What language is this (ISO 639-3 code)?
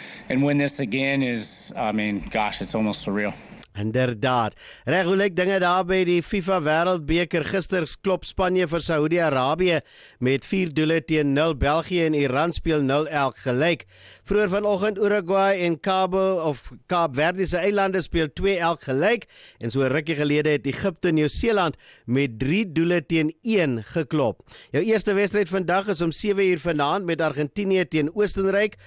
afr